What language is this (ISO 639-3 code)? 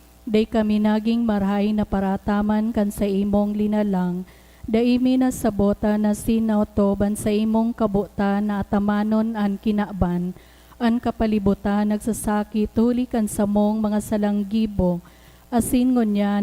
bik